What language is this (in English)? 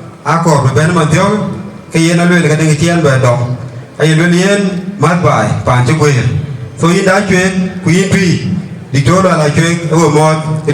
Dinka